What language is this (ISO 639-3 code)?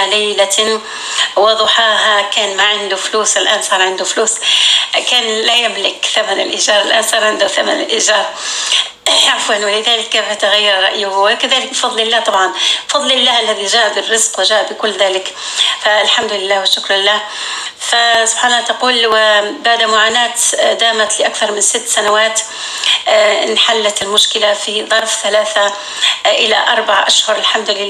apc